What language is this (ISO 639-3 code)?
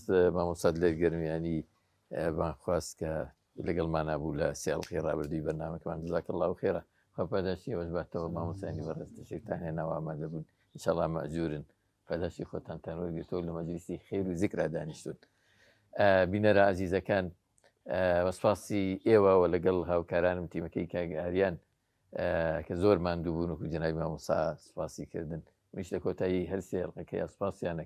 ckb